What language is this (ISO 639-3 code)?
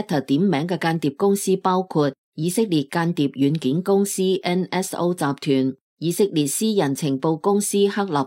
yue